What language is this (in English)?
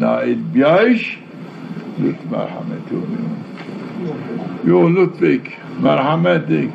Zaza